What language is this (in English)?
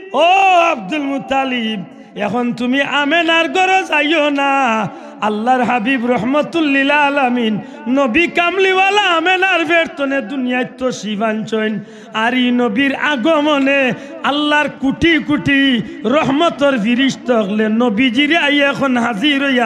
Sylheti